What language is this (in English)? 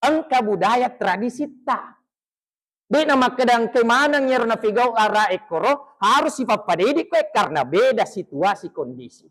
Buginese